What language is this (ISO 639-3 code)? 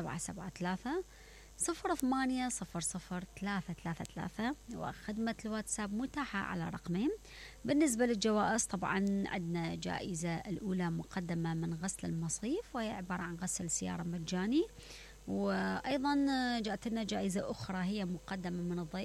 acm